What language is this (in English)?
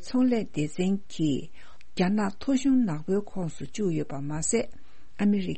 Tibetan